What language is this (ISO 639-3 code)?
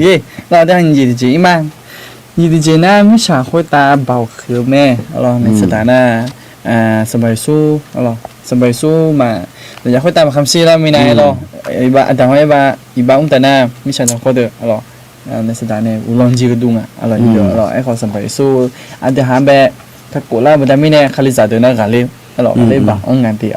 ahk